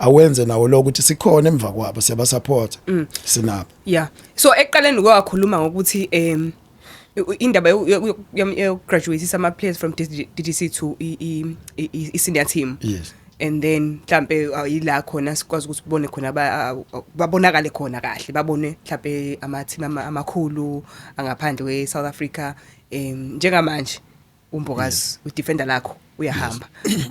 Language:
Zulu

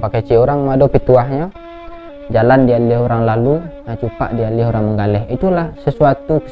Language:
Minangkabau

